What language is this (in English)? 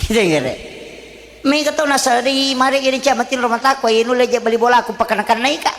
Buginese